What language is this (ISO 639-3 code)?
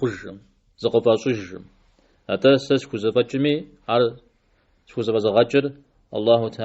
kbd